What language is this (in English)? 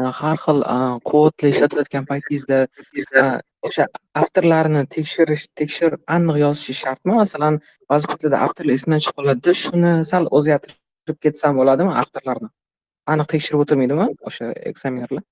Uzbek